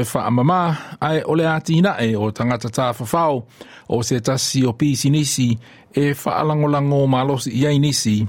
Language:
Samoan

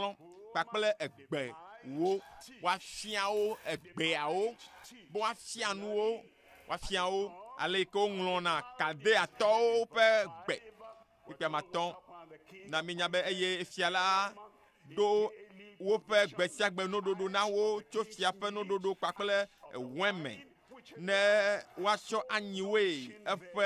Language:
Ewe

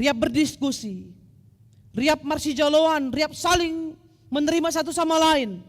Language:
Batak Simalungun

